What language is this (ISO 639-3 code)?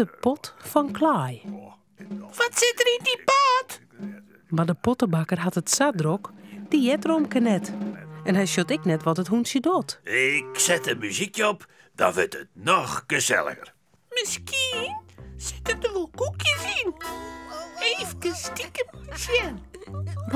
fry